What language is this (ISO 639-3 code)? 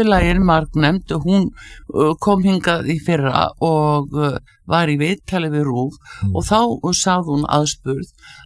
isl